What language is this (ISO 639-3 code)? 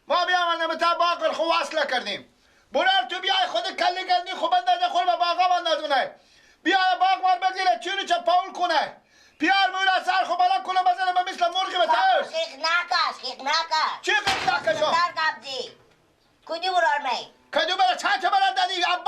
fas